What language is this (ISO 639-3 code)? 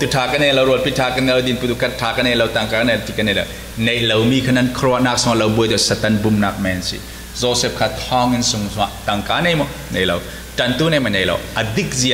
cfm